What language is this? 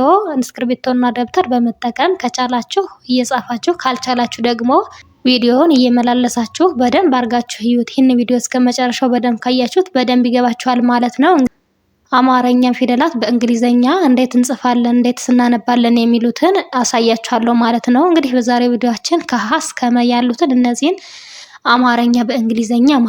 Amharic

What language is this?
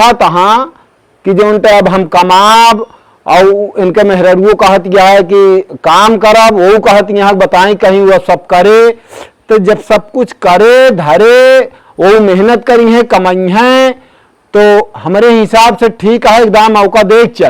Awadhi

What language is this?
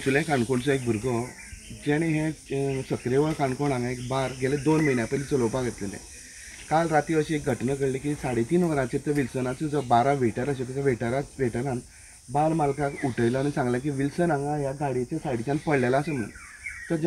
Konkani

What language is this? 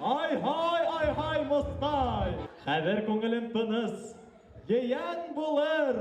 Bashkir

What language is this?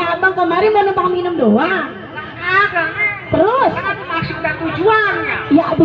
Betawi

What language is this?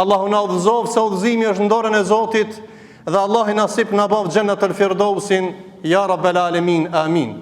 Albanian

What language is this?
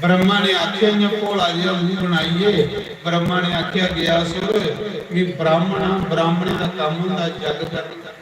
Dogri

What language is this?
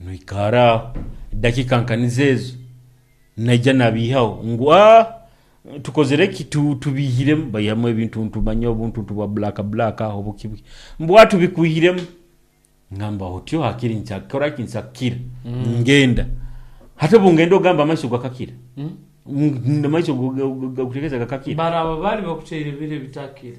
Nyoro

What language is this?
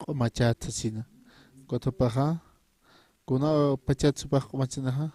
Aymara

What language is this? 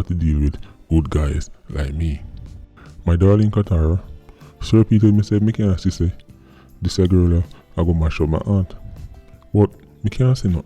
Jamaican Creole English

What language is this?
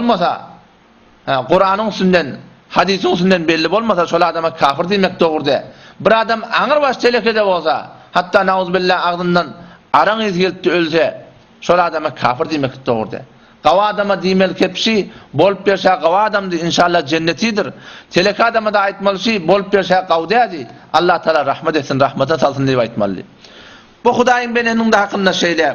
Turkmen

